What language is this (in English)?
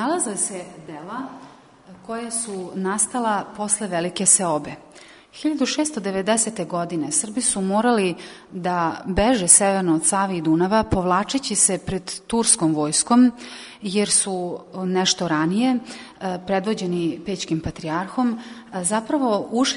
Serbian